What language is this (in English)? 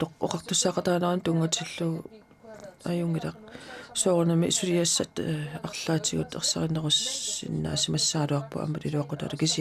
Kalaallisut